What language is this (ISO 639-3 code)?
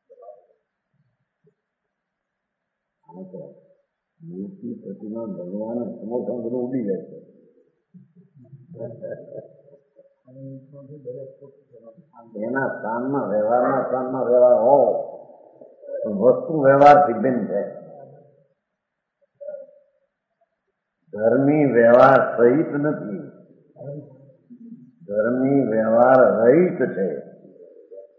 guj